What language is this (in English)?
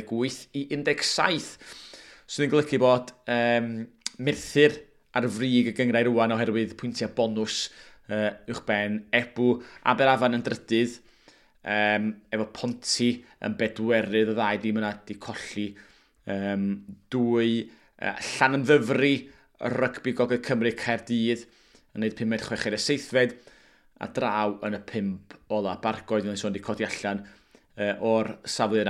Welsh